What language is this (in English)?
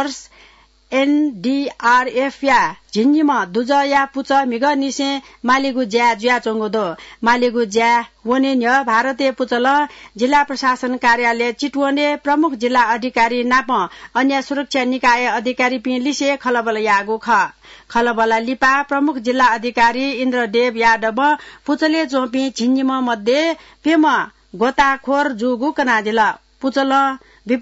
Newari